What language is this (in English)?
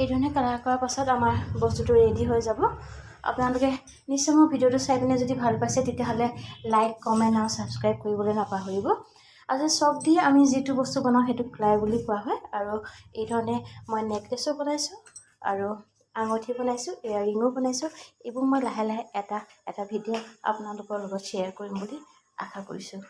Assamese